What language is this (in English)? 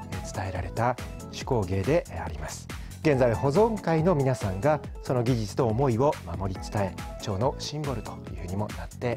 Japanese